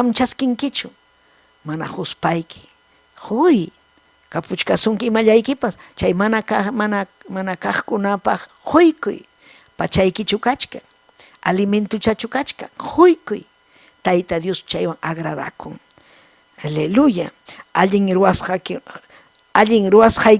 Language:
Ayacucho Quechua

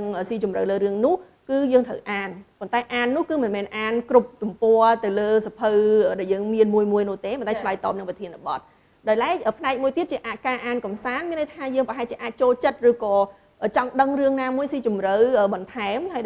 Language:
Khmer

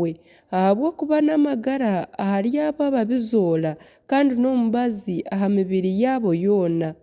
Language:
Nyankole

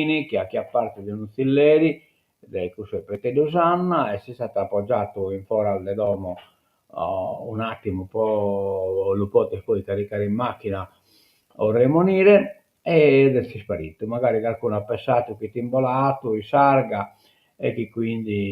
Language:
Sardinian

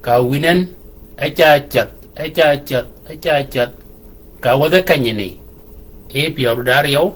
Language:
Shilluk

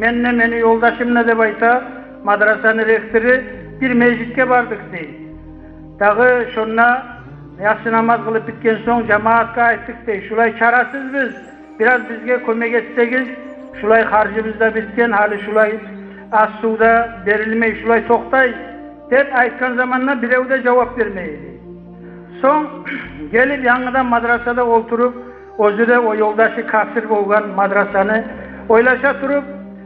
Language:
Kumyk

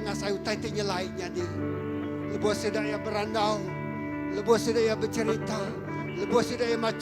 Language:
Iban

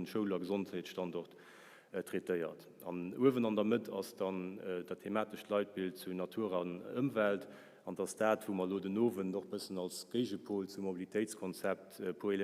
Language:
Luxembourgish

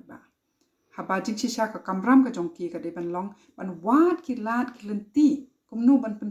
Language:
Khasi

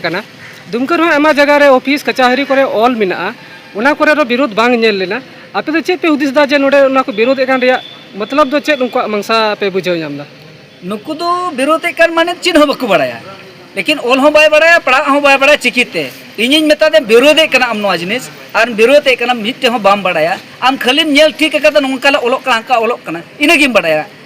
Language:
Santali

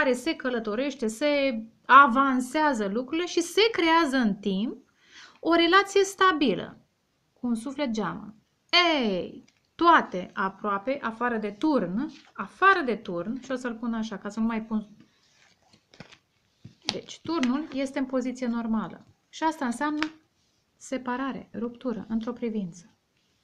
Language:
Romanian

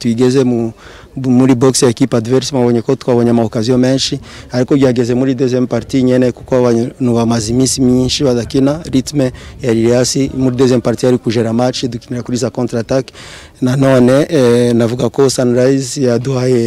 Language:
Kinyarwanda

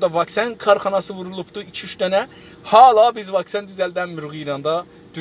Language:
South Azerbaijani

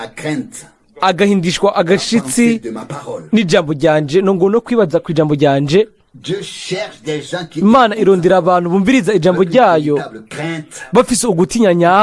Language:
Rundi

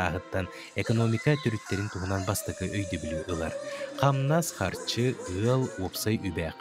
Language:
Yakut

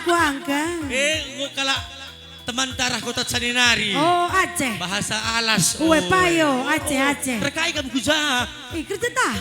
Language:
Batak Karo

